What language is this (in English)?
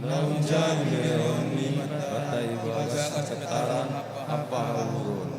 Batak Simalungun